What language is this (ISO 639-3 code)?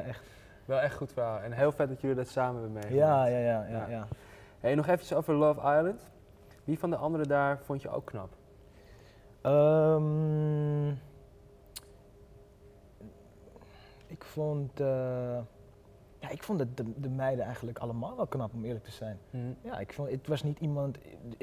nld